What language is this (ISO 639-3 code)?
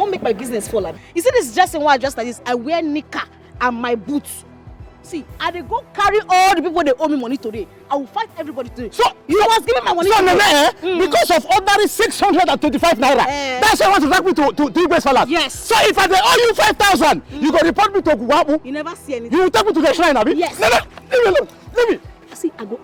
pcm